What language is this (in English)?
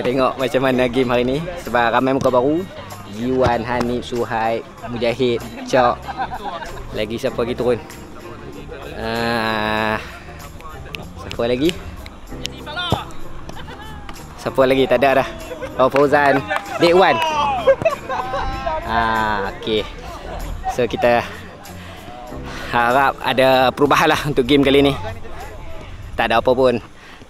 Malay